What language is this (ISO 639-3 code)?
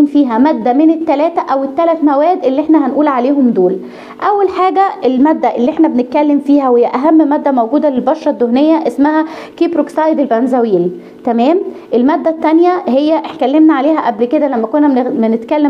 arz